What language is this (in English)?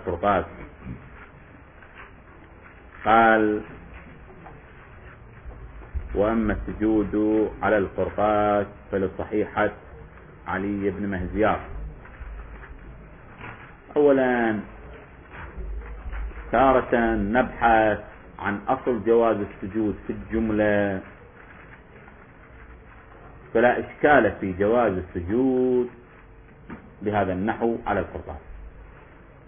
Arabic